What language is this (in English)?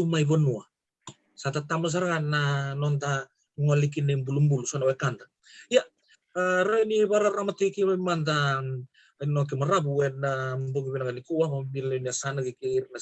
Fijian